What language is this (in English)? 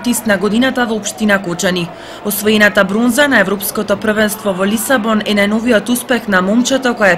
Macedonian